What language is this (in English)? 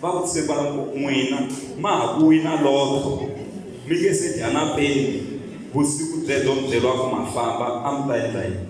Tsonga